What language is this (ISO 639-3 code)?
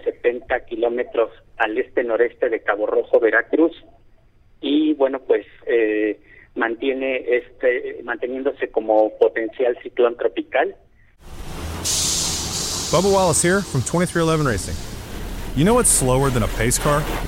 spa